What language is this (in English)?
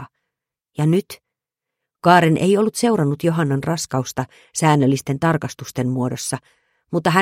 Finnish